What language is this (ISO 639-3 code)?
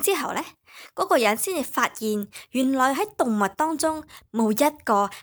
yue